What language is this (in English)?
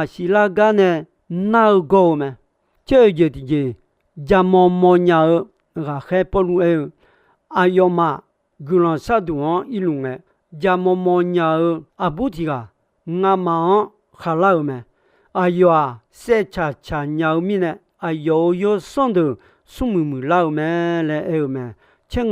Akha